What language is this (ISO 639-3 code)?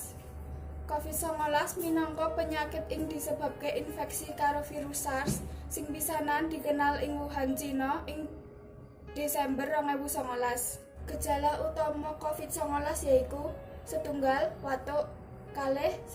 jav